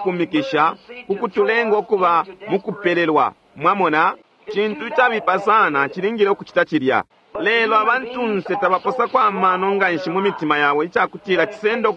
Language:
Bemba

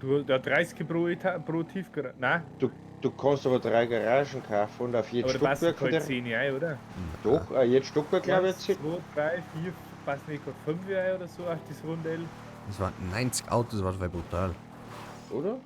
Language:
Bavarian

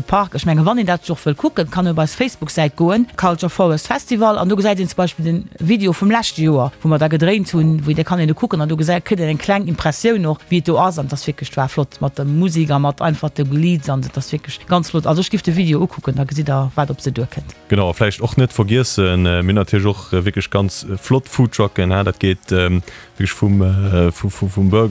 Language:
Luxembourgish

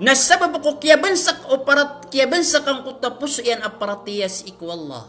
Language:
Maranao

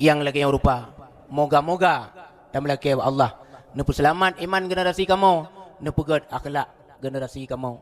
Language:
Achinese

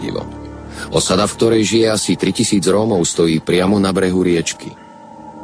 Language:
Slovak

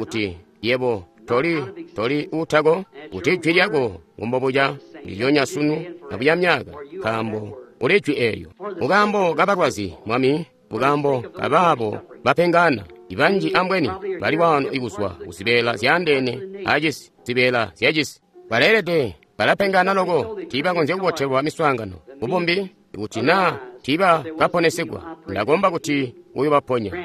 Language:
Tonga (Zambia)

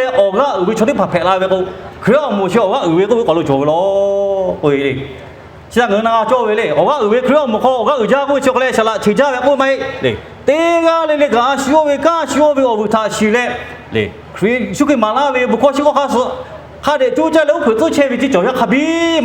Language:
Lahu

